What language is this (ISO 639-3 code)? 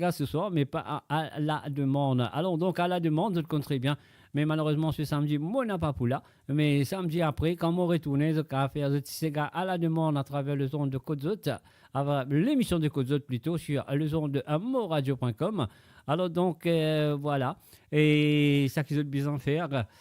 mfe